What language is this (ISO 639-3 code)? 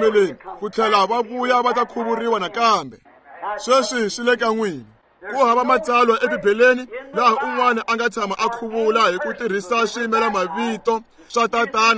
tso